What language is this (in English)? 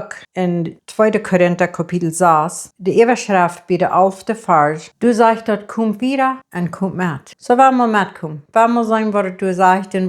Plautdietsch